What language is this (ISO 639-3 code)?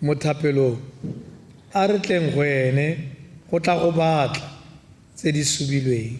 tsn